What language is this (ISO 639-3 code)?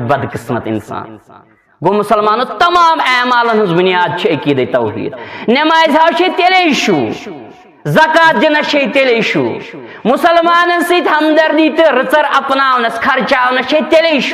kas